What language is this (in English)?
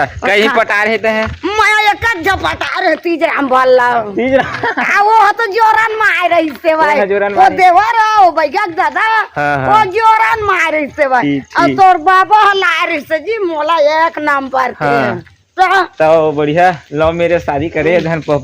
Chhattisgarhi